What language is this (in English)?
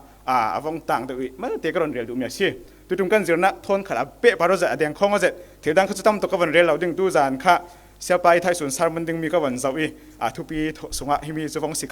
Falam Chin